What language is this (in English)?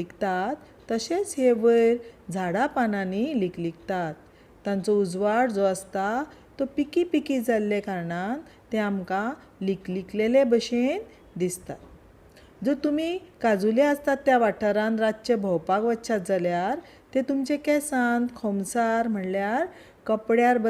Konkani